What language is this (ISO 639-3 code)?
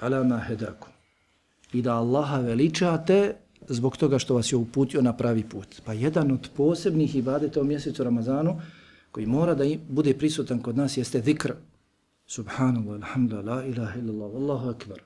bos